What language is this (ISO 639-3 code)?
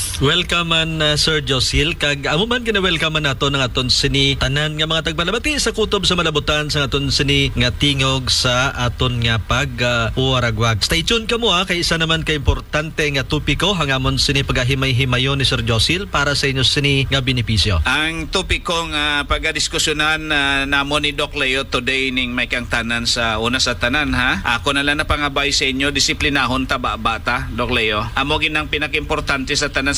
hil